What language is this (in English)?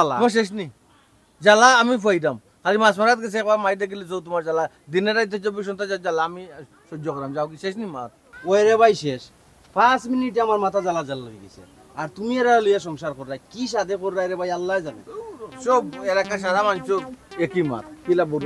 Sylheti